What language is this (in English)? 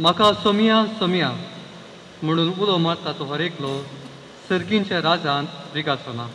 Konkani